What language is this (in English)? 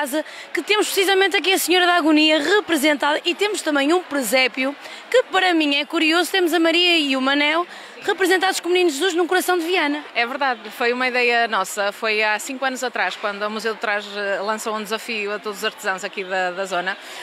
Portuguese